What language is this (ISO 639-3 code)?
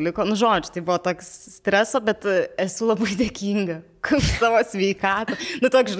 lit